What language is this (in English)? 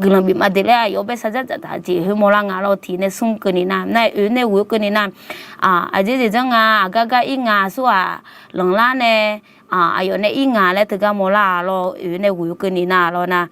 Akha